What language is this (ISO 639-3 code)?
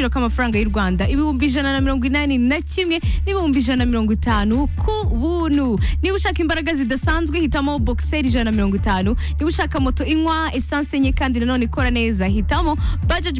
kin